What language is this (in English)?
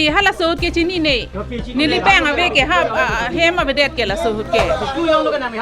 Karbi